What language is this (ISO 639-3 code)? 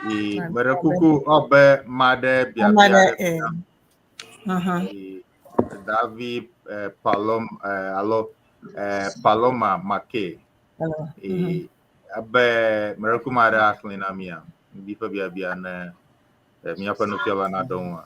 ewe